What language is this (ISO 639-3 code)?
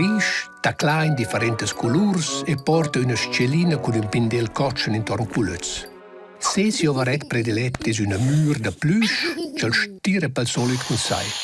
roh